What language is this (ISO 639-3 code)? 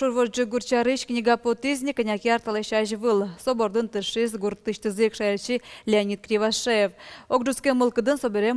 udm